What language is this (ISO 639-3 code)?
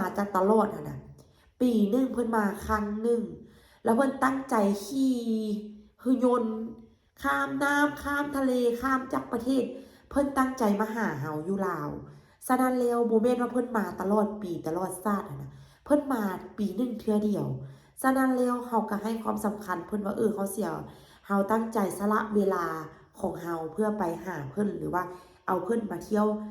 lao